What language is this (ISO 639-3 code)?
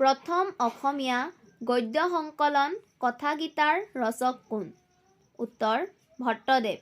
asm